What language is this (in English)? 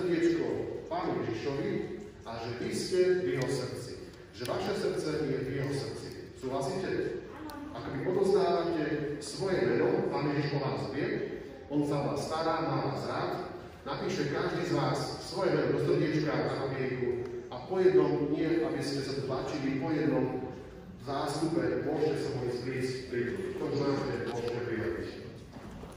Slovak